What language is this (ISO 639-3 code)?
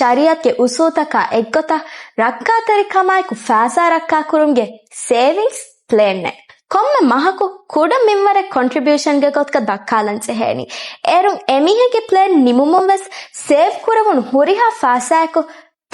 div